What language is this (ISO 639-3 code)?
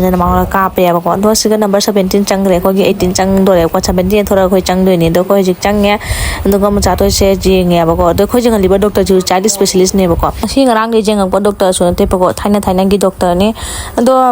mni